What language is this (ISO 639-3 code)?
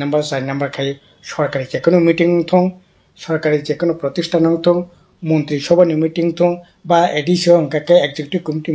trp